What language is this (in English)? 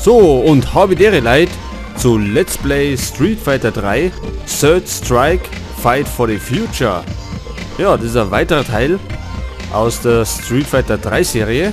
Bavarian